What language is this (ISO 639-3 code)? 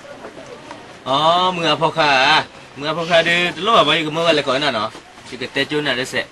ksw